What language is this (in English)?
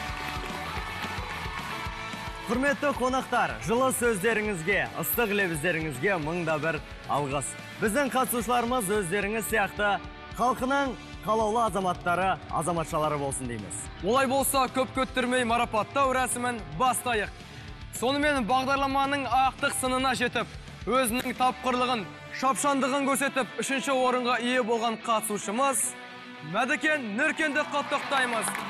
Kazakh